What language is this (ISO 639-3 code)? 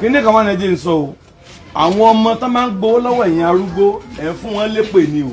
yor